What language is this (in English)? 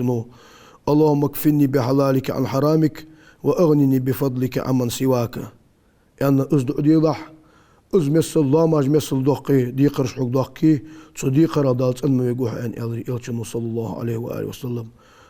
Ingush